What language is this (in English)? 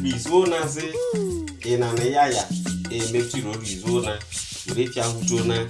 Isoko